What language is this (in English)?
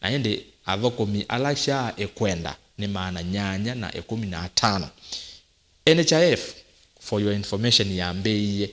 Kamba